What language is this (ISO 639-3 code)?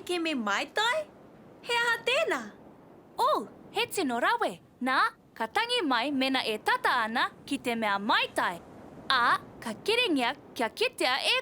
mri